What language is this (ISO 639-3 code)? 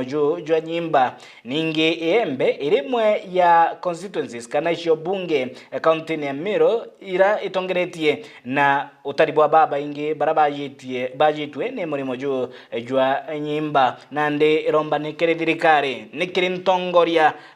mer